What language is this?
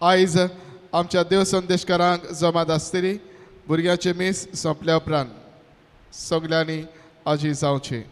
Konkani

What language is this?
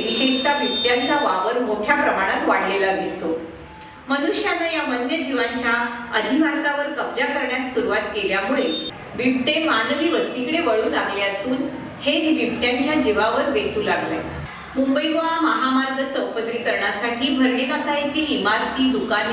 Marathi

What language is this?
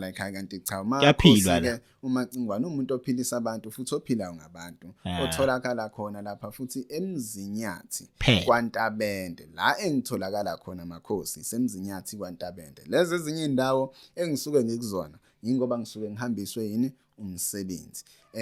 Zulu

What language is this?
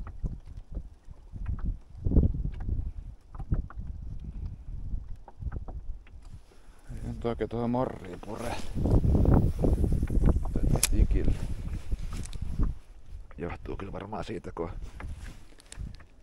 Finnish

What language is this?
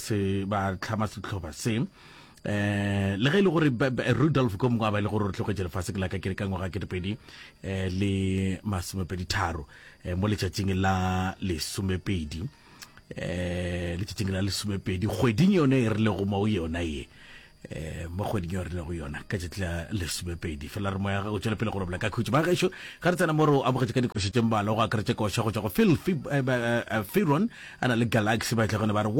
Northern Sotho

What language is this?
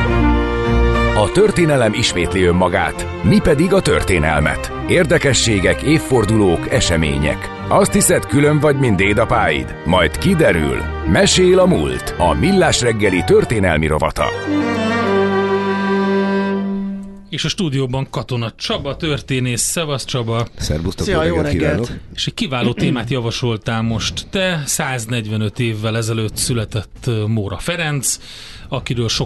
Hungarian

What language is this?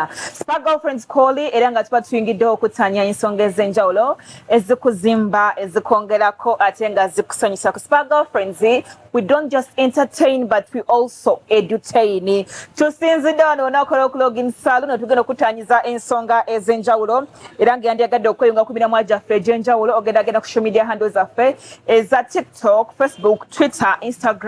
Ganda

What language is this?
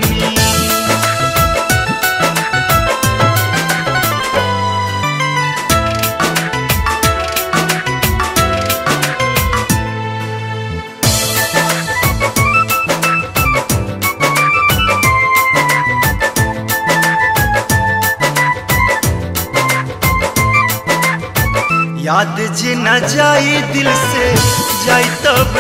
Bhojpuri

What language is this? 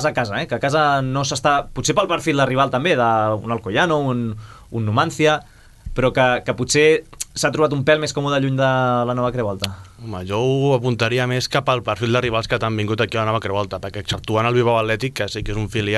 Catalan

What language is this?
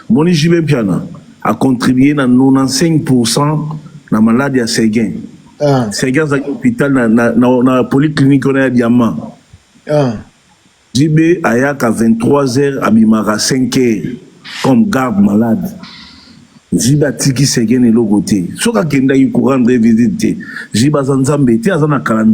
Lingala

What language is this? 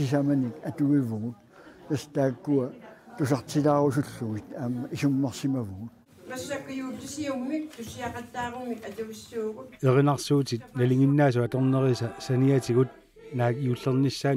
Kalaallisut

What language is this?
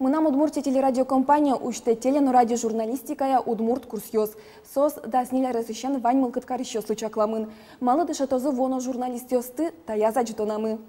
Udmurt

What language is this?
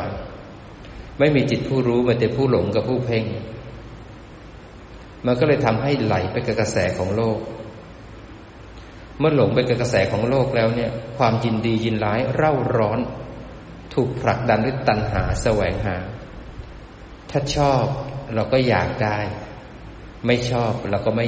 Thai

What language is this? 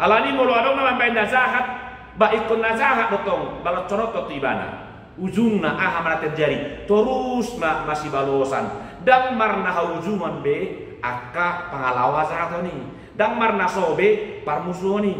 Batak Toba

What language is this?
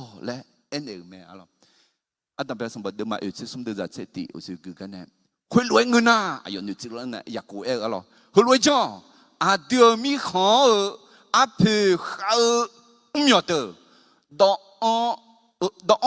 Akha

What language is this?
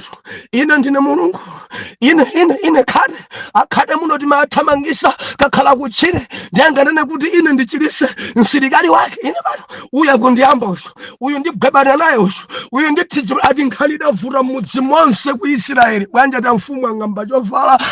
Nyanja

